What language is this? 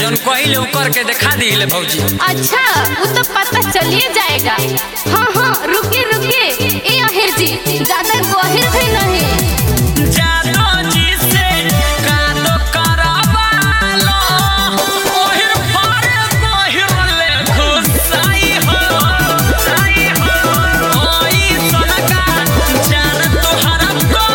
Bhojpuri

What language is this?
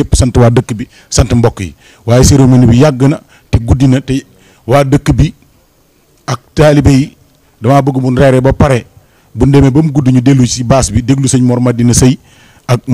Wolof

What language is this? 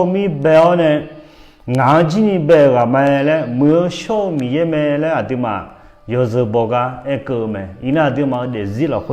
Akha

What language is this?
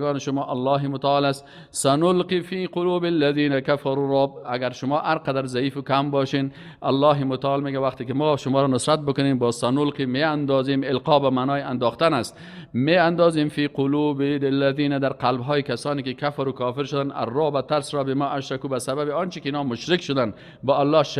Persian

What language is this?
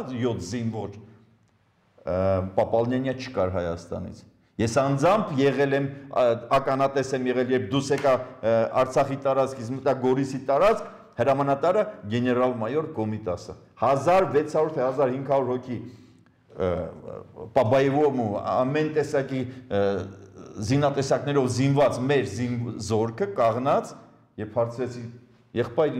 Armenian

